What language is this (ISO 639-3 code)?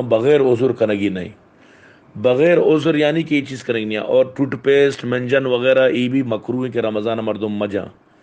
bal